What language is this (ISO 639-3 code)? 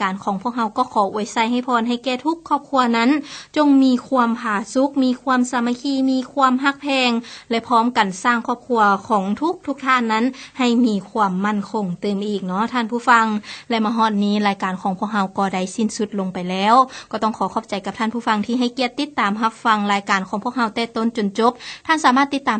lao